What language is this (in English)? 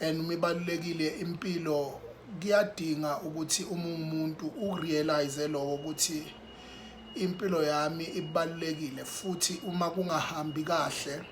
Zulu